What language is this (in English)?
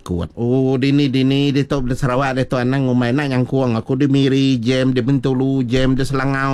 Iban